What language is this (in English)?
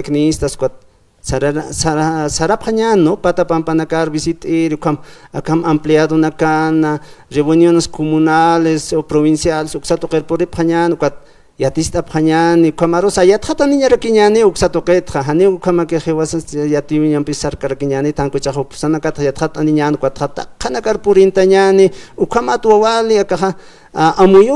Aymara